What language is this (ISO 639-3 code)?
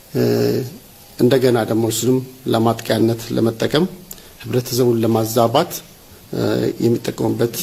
amh